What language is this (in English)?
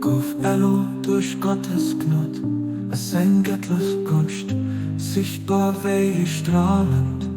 Luxembourgish